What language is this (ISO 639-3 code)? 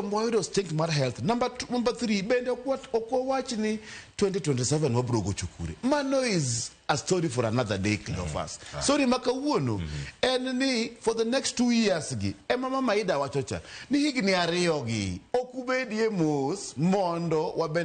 luo